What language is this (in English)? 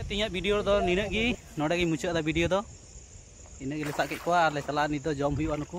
Santali